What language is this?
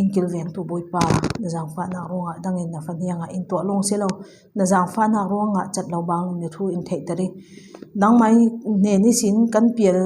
Falam Chin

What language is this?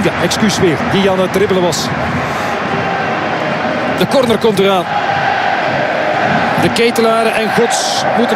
Dutch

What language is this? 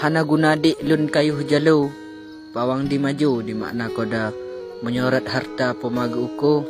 Achinese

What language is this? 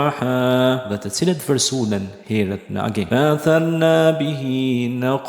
Albanian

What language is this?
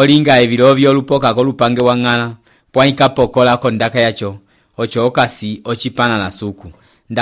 Umbundu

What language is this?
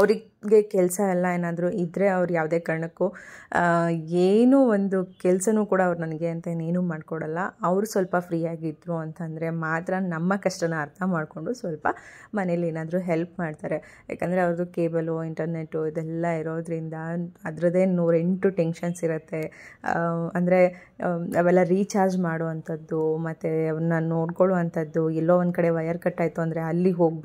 Kannada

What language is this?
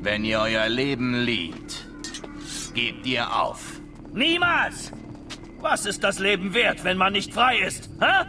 Bavarian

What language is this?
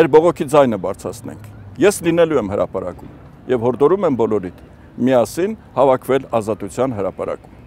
Armenian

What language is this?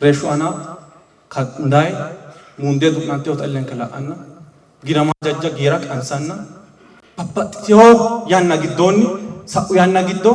Sidamo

